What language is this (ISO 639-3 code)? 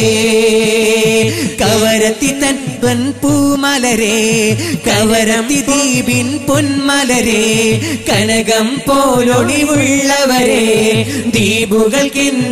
mal